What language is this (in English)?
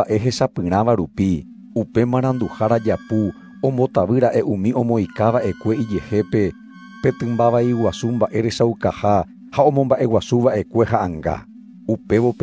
Guarani